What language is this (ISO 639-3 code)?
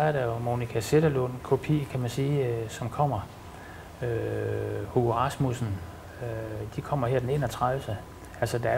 dan